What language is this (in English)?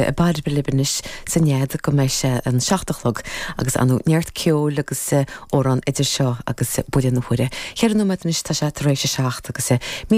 Irish